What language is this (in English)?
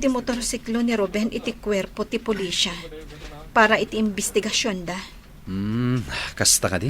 Iloko